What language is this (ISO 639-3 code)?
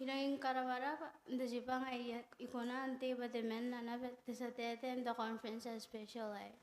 gil